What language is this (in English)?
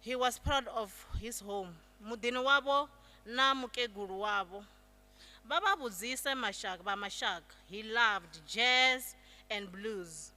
Venda